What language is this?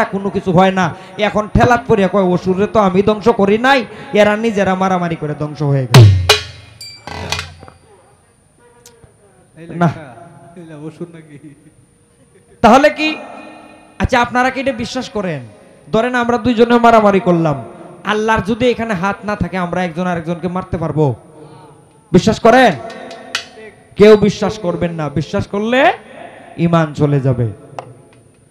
Bangla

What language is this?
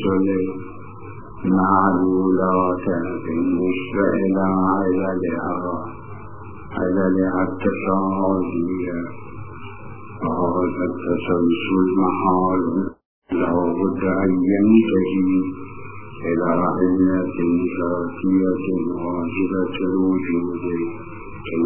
Arabic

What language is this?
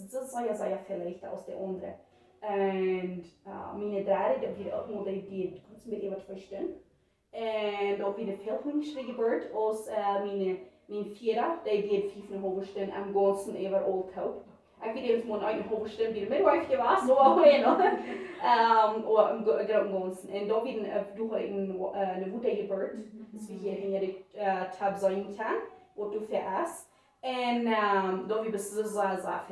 Plautdietsch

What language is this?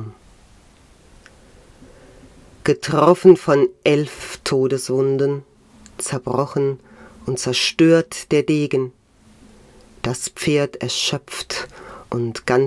German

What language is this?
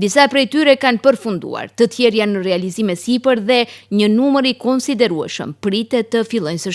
Albanian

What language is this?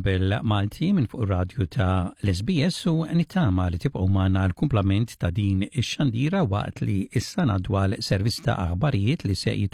Maltese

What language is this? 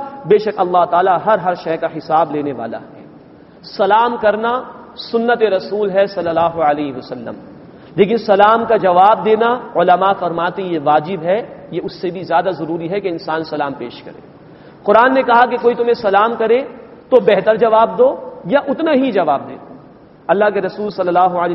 Urdu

